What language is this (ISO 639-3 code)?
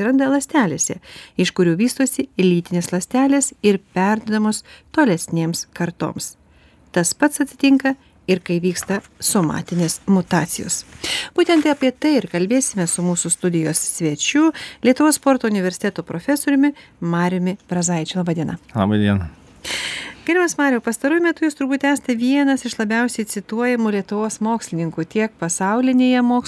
lit